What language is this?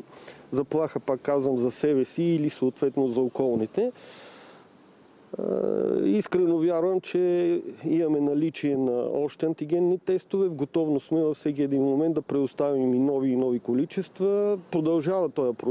Bulgarian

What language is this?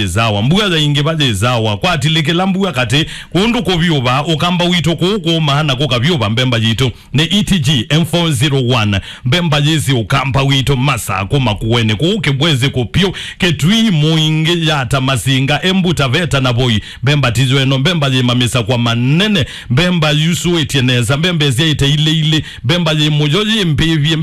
Kamba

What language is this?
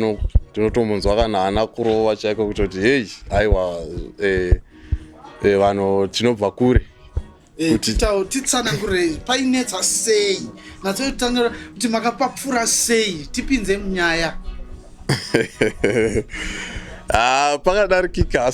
Shona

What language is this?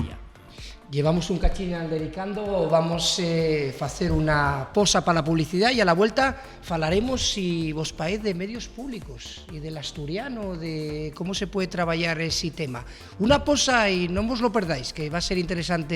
Asturian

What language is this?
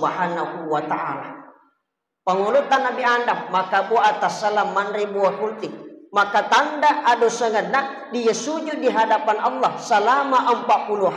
Buginese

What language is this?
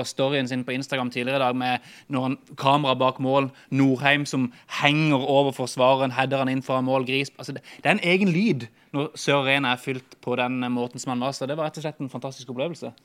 Norwegian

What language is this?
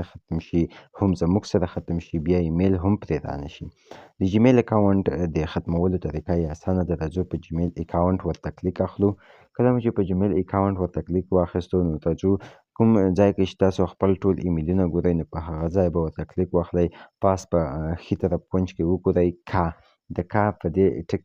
Pashto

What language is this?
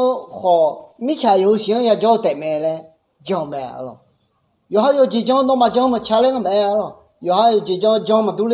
Akha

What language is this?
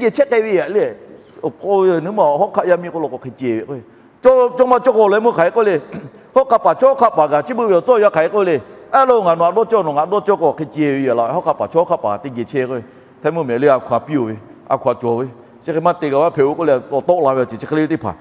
Lahu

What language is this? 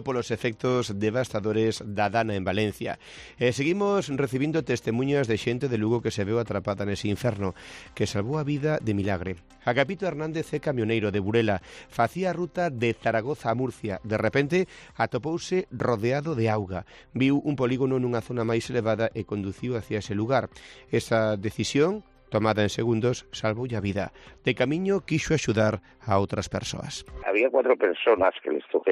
Galician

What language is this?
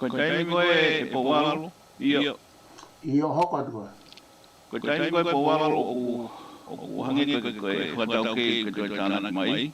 Tongan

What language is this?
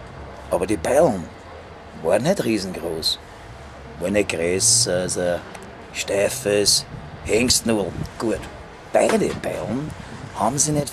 Bavarian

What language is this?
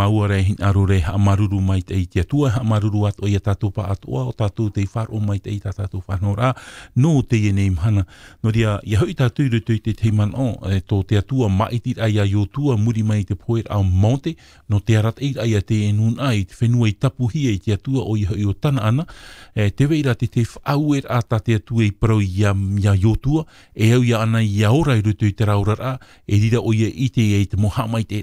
Tahitian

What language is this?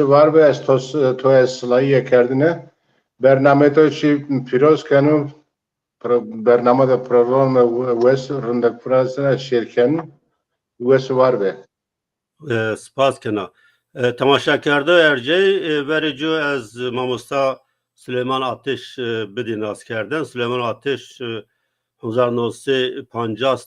Zaza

